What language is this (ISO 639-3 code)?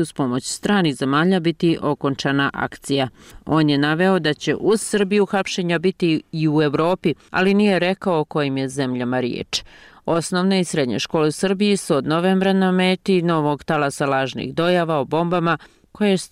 bos